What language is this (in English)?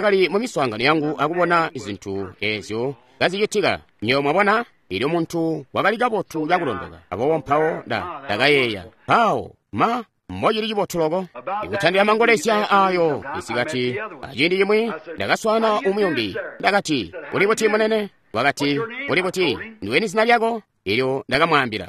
Tonga (Zambia)